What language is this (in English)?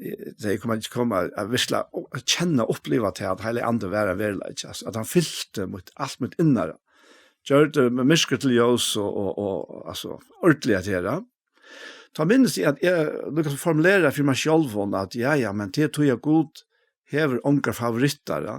Faroese